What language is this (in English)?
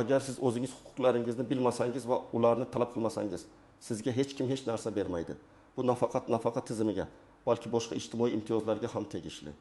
Uzbek